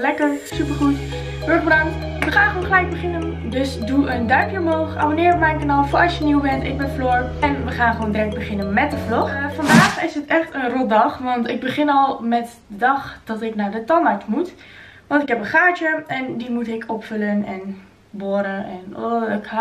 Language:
Dutch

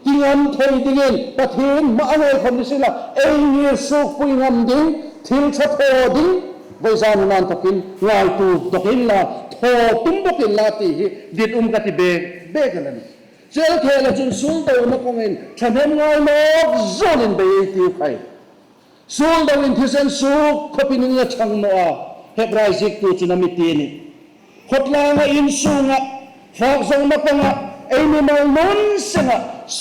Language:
Hmar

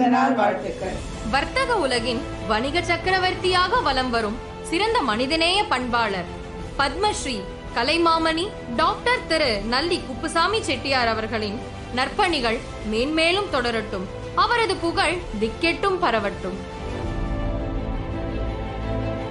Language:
Tamil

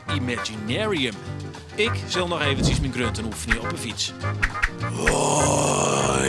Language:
Western Frisian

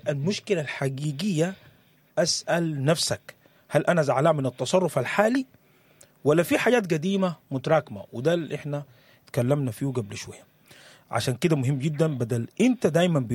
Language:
Sudanese Arabic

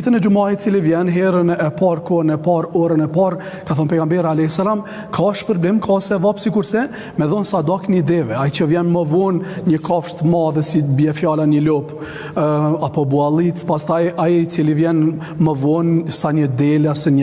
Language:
Albanian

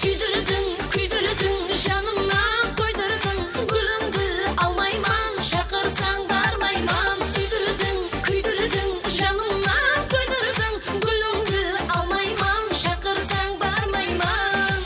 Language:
Kara-Kalpak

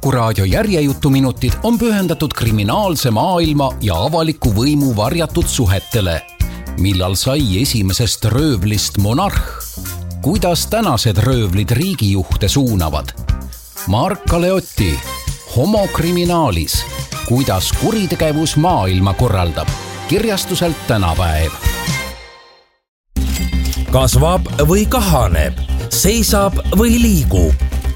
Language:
Estonian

